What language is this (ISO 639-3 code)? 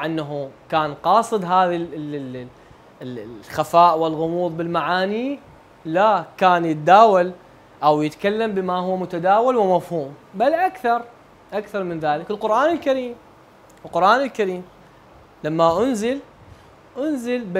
ara